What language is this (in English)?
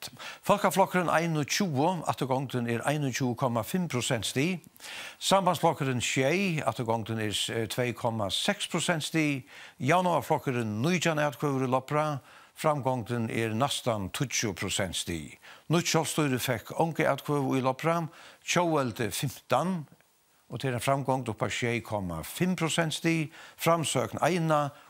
Faroese